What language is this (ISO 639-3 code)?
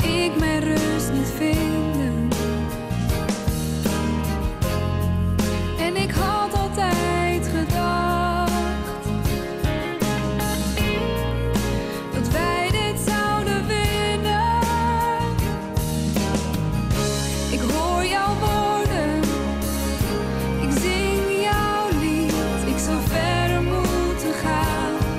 nld